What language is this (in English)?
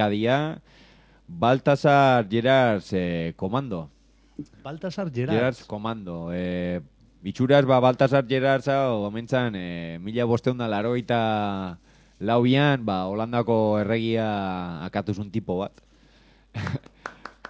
Basque